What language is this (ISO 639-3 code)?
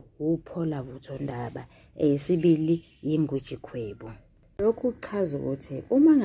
zul